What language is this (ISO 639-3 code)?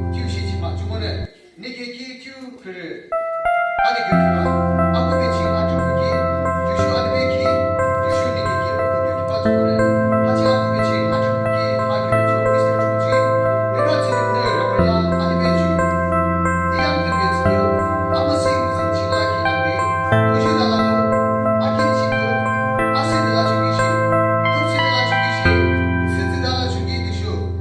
yim